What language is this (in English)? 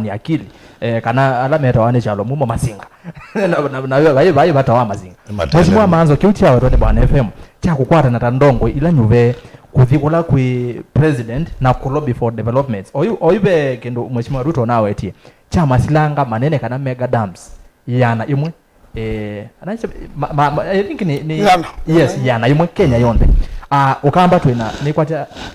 Kamba